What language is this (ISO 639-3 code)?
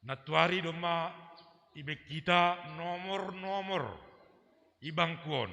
bts